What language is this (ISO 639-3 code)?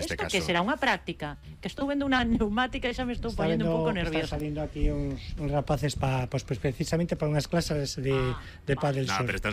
glg